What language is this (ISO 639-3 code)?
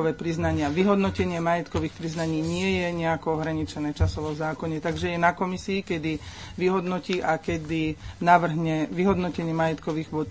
slk